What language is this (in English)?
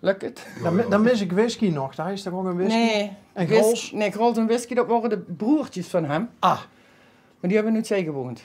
Limburgish